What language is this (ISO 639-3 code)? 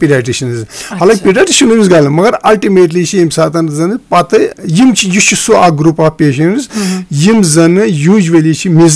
kas